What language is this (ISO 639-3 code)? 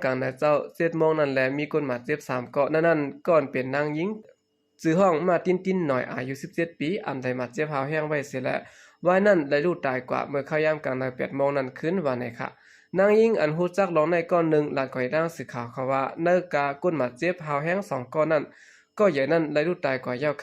shn